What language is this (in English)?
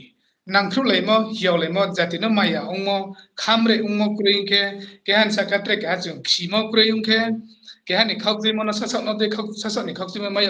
Riang (India)